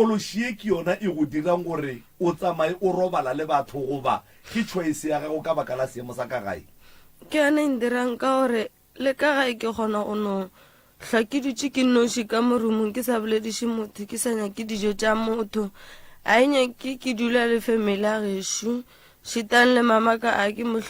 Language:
Northern Sotho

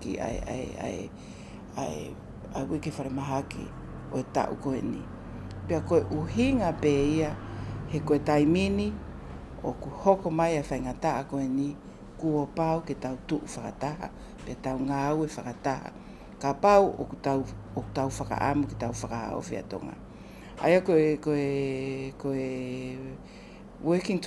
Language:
Tongan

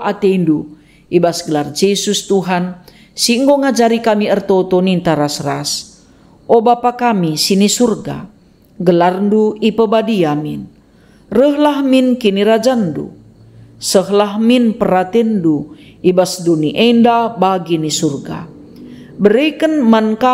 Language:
Batak Karo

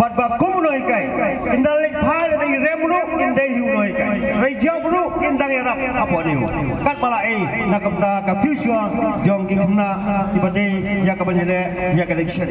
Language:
Khasi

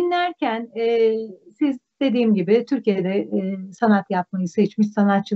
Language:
Turkish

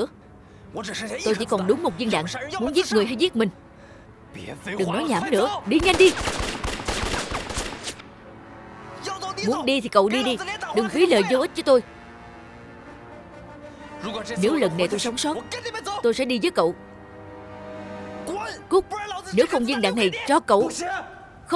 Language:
Vietnamese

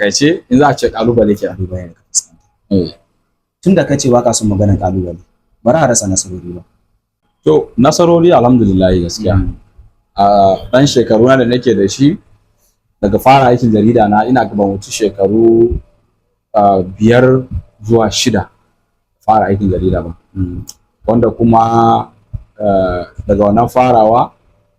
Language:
Hausa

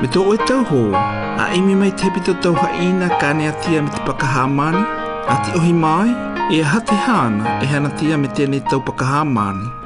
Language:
South Marquesan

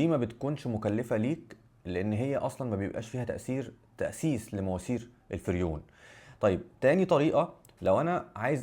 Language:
Egyptian Arabic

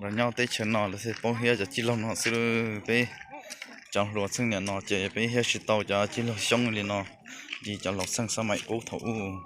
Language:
Hmong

